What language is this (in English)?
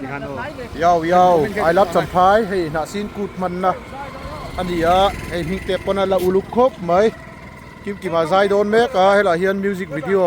Mizo